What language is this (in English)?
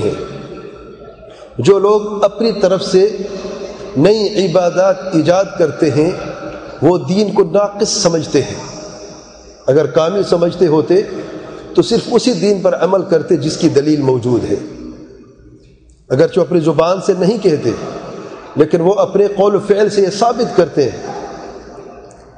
Urdu